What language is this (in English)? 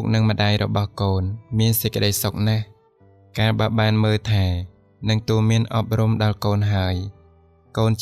Khmer